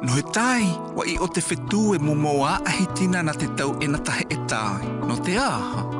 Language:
South Marquesan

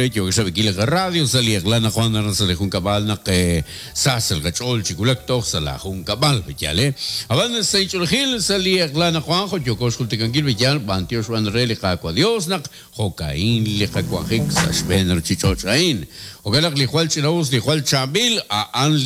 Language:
Kekchí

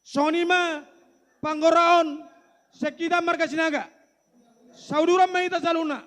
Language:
Batak Toba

